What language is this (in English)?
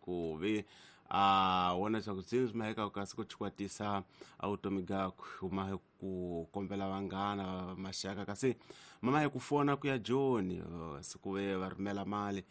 Tsonga